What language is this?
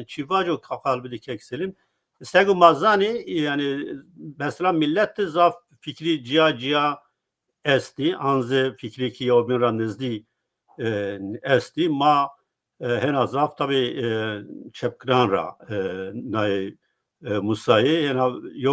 Zaza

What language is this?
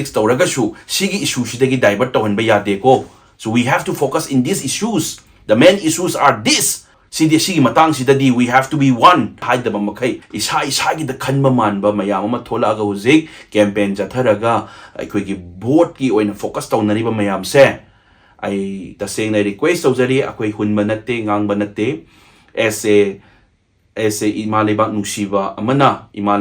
Manipuri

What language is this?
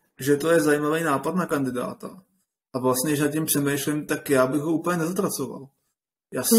Czech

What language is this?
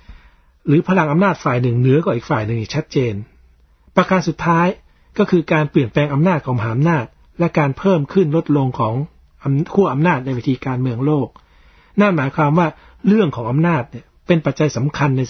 Thai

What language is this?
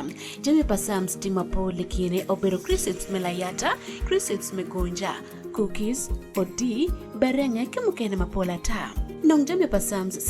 Acoli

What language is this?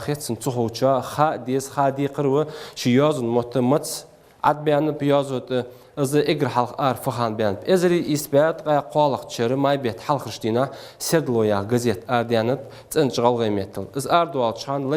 Ingush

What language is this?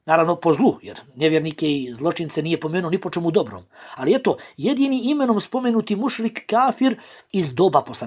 Bosnian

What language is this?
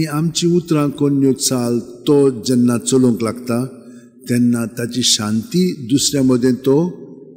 Konkani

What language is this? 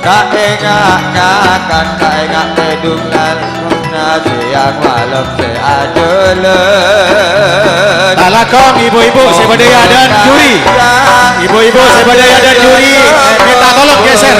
Madurese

